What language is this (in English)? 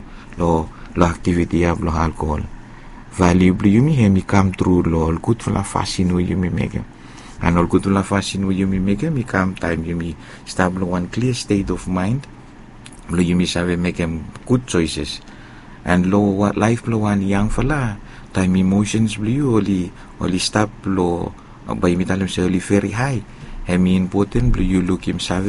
Bislama